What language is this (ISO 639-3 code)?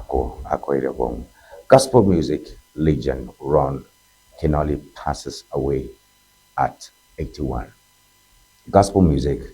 ewe